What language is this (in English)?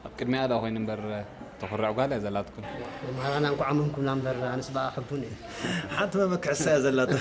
Tigrinya